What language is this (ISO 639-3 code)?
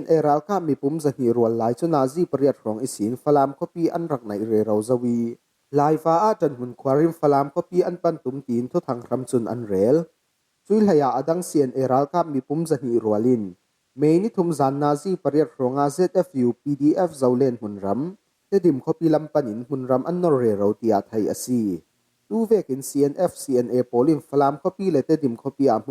cfm